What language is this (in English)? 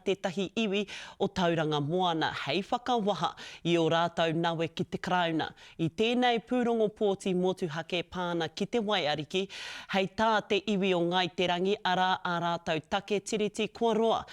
Māori